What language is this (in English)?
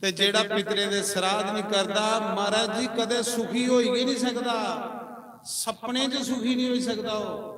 Dogri